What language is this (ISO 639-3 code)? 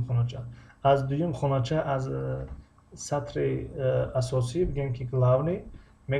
tgk